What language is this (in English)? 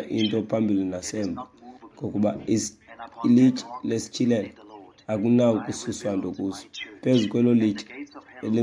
Xhosa